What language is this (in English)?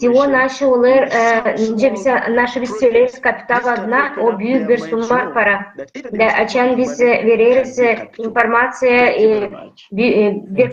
Gagauz